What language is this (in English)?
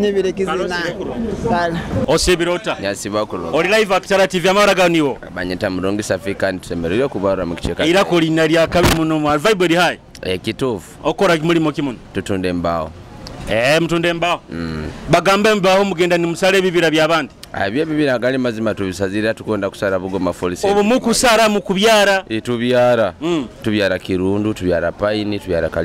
Nyoro